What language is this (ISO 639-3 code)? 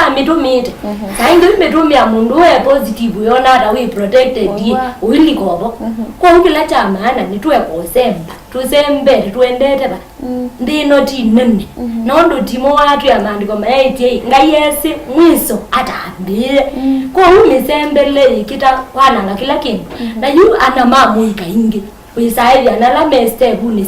kam